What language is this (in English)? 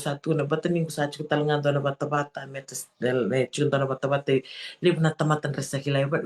Fijian